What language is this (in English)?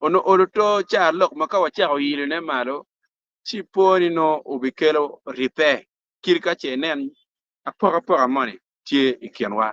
Acoli